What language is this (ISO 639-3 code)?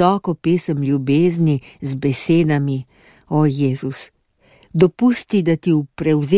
slv